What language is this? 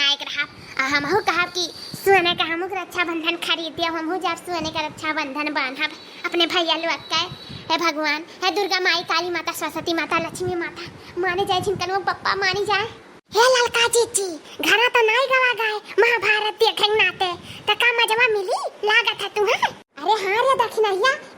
Awadhi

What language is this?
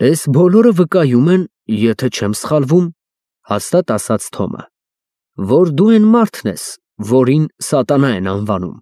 Armenian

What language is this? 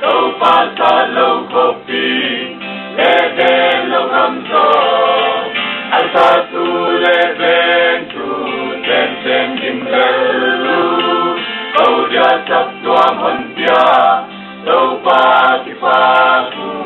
Paite Chin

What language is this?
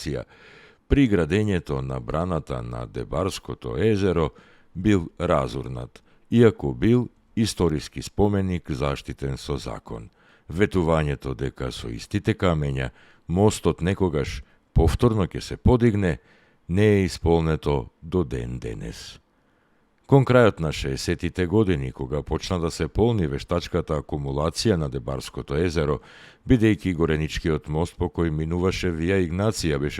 Macedonian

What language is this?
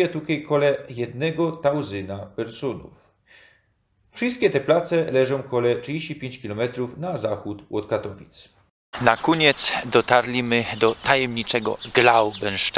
Silesian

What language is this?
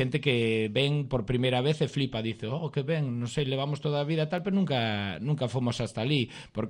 Galician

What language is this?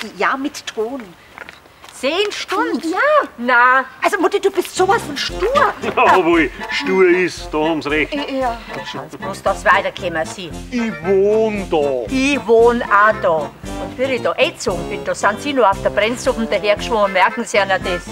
Bavarian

